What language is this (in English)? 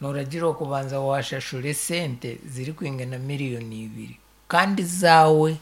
Nyankole